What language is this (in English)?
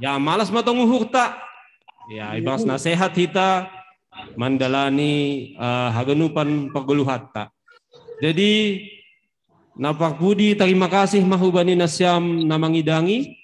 Batak Simalungun